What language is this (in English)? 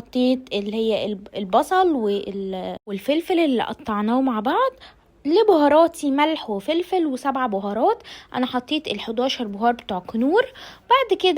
Egyptian Arabic